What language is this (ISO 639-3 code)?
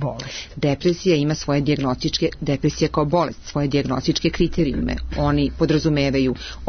srp